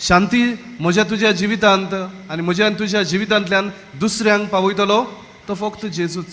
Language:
Konkani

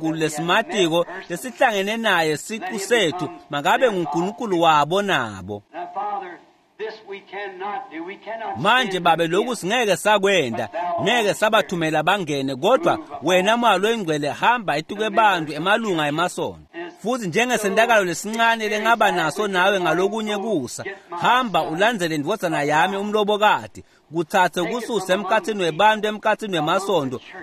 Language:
Swati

